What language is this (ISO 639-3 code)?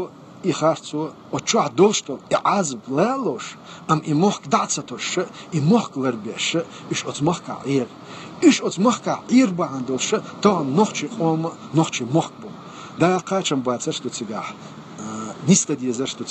che